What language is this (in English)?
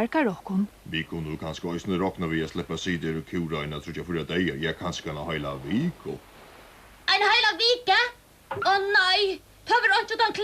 Faroese